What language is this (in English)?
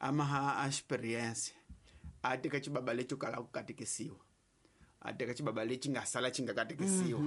Tsonga